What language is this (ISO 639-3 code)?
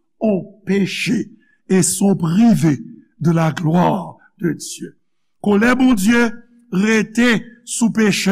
hat